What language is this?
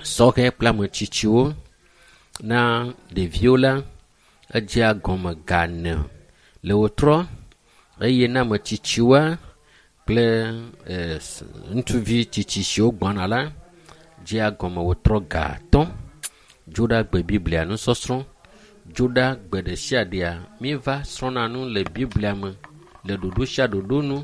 Ewe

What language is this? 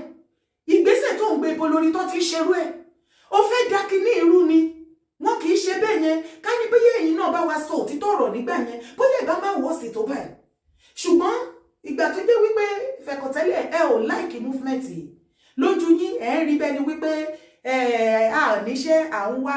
Yoruba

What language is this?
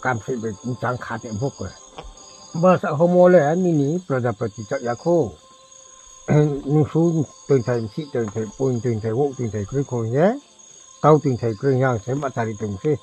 Riang (India)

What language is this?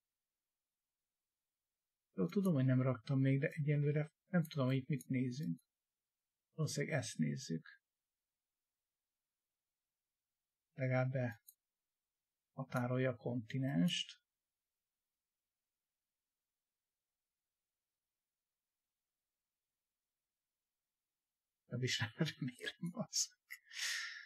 Hungarian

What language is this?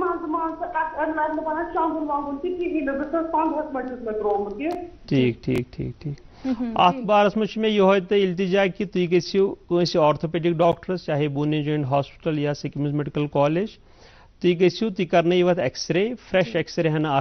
Kashmiri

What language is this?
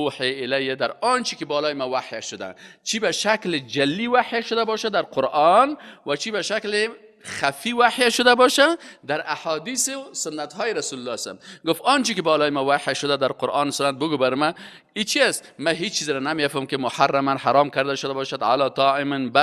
Persian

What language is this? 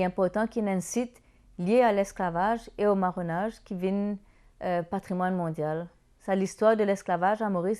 Morisyen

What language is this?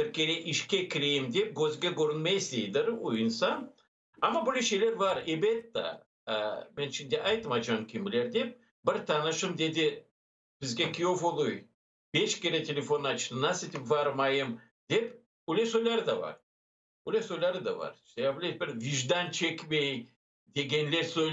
Crimean Tatar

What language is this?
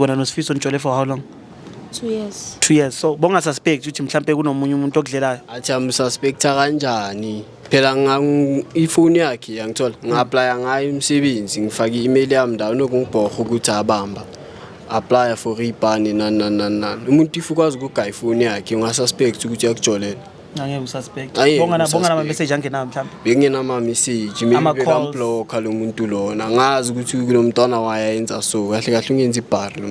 Zulu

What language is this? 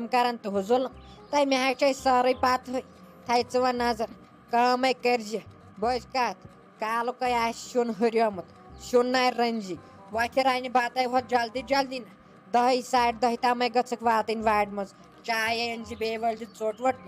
Kashmiri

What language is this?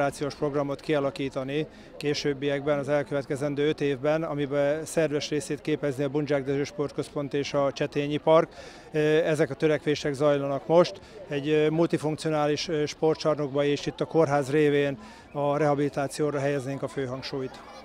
Hungarian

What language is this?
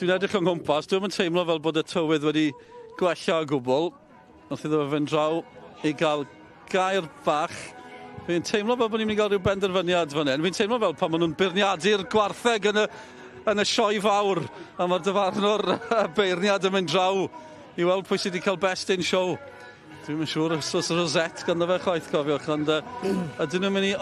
Welsh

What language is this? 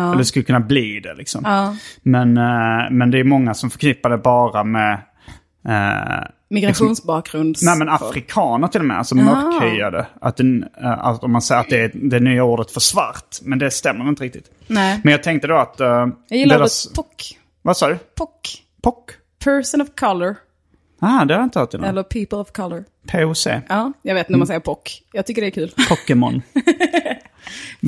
Swedish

